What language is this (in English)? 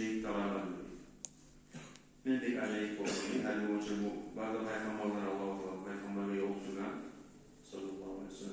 Kumyk